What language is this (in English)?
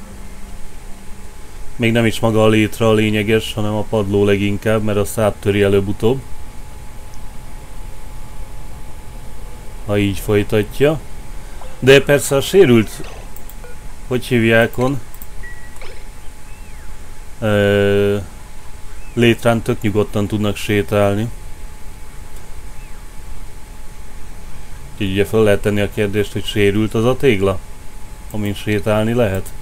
Hungarian